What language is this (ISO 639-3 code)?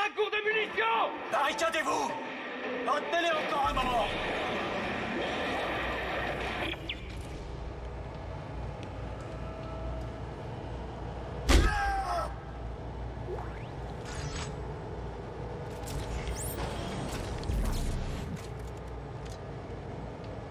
fra